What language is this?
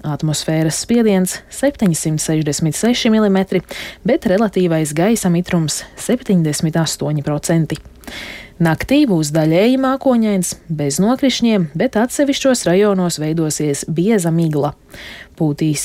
Latvian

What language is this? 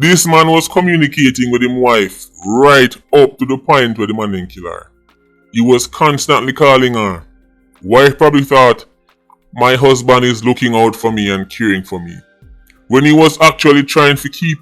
Jamaican Creole English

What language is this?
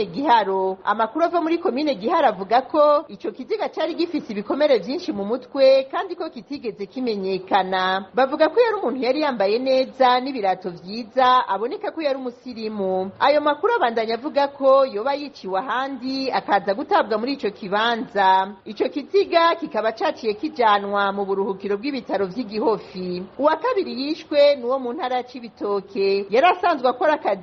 Rundi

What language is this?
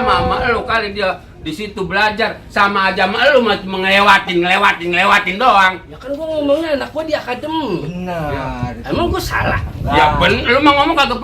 Betawi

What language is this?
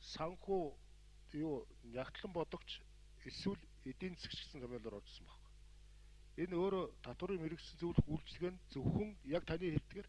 Mongolian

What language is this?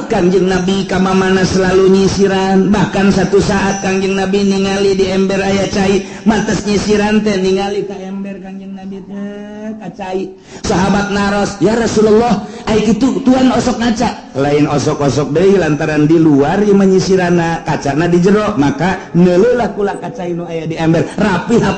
Sundanese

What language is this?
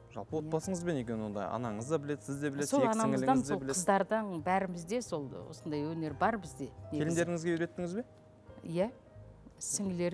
Kazakh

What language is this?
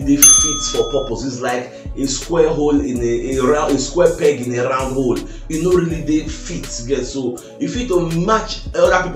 Nigerian Pidgin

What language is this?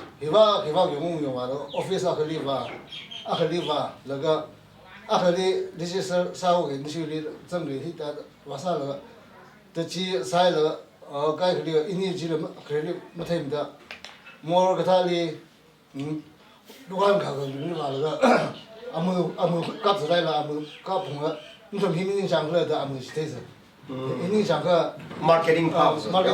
Tangkhul Naga (India)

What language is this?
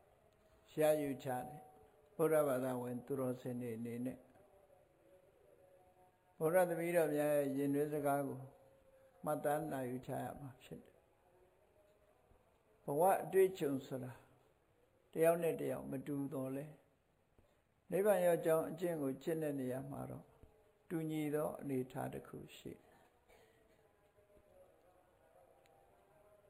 Burmese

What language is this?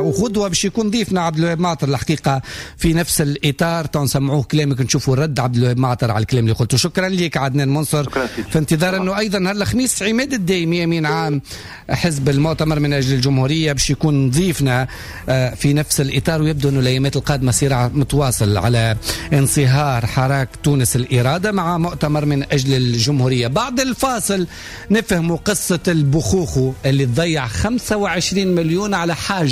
Tunisian Arabic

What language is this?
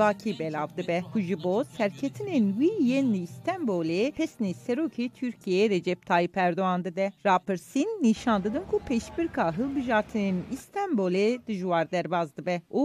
Kurdish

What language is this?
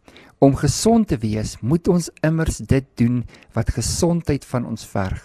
Afrikaans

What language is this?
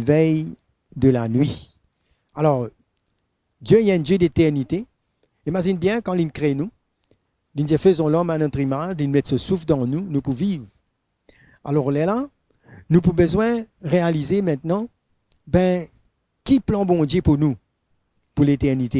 Morisyen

